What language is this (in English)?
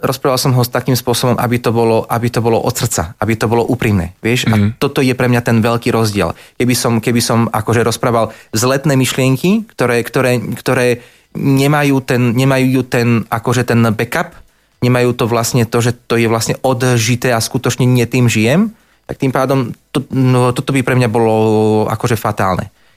Slovak